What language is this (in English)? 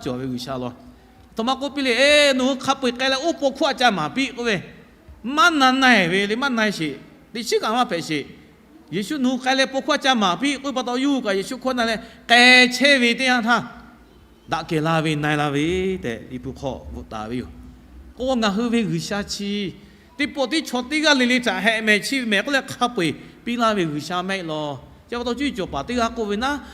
Lahu